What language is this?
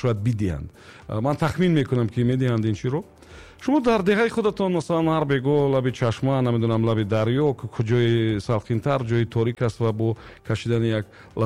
Tajik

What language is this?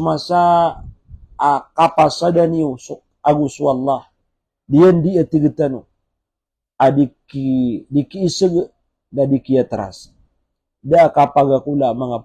Maranao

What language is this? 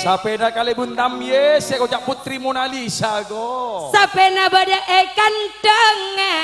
Madurese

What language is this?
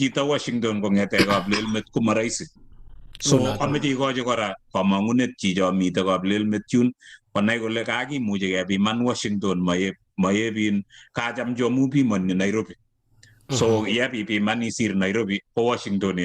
Kalenjin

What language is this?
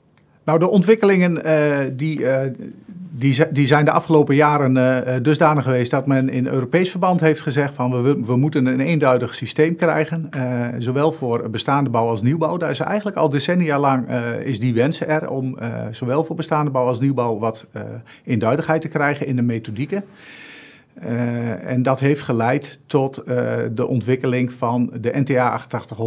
Dutch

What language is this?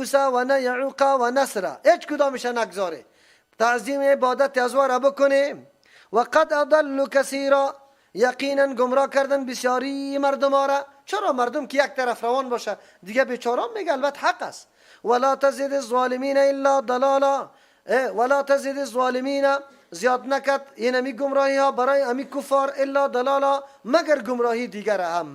Persian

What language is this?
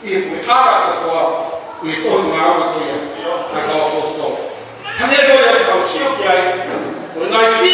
Tongan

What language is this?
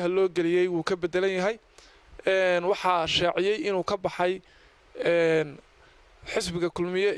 Somali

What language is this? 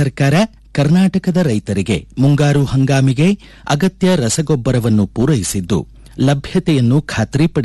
Kannada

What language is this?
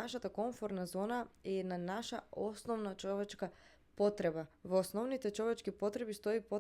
Macedonian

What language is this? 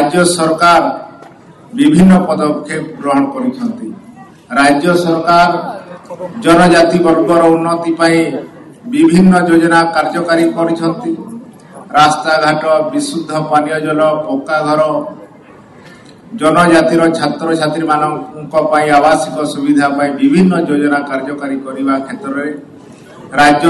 Odia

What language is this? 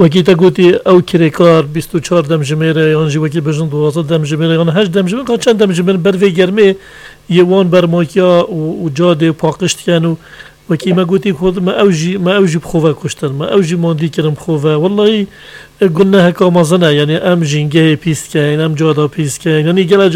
Kurdish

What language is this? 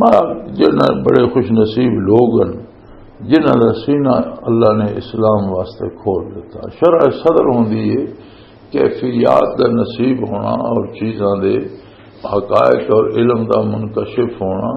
Western Panjabi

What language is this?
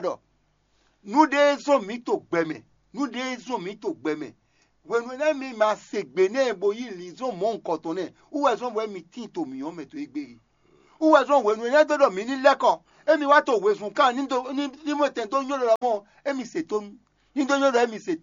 Fon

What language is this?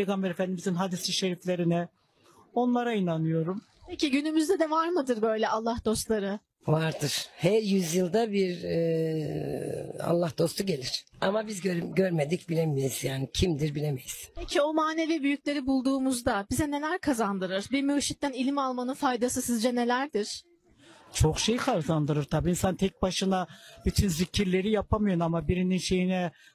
Turkish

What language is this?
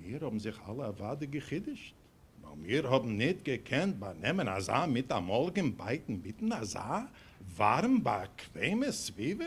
Yiddish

